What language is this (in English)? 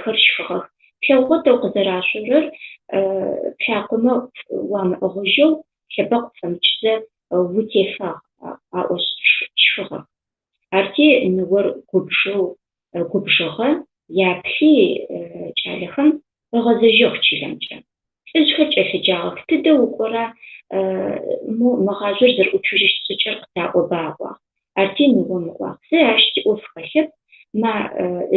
Adyghe